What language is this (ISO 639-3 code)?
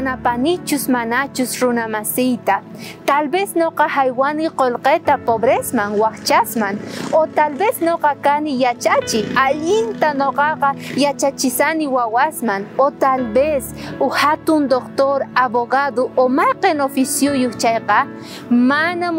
quh